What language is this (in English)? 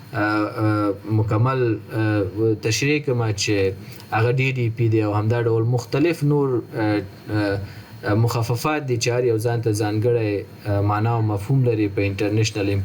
Pashto